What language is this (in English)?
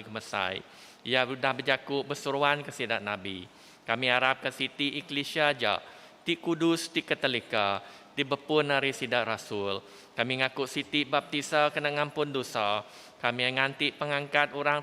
Iban